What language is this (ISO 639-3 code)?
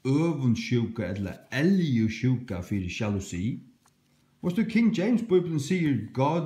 fao